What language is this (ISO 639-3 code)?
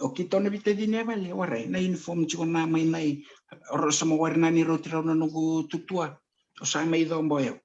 fij